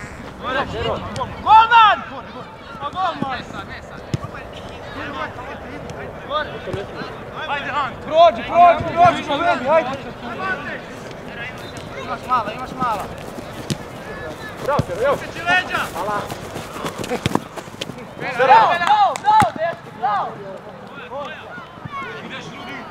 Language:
Croatian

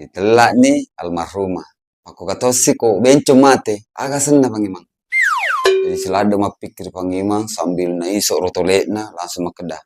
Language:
Buginese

